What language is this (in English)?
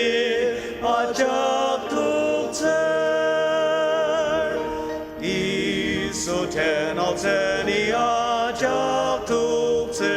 Ao Naga